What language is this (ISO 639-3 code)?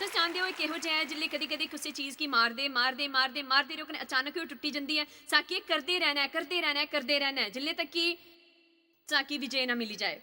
doi